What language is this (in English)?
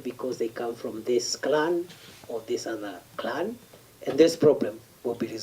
Meru